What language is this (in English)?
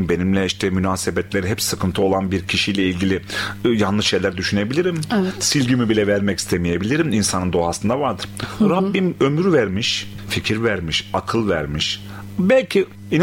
Turkish